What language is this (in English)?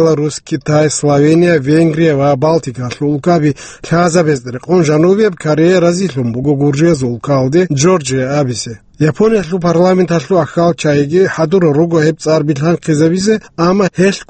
Avaric